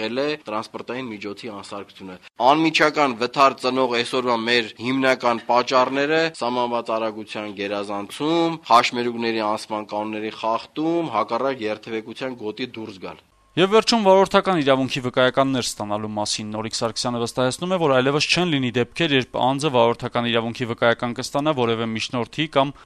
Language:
Armenian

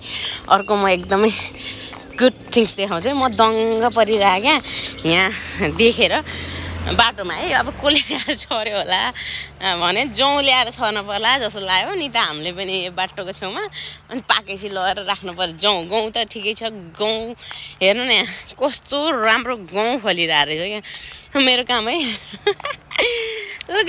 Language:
Nepali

